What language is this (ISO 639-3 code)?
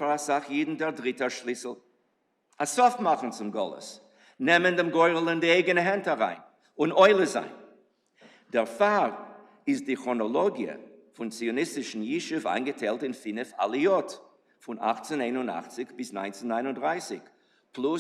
yid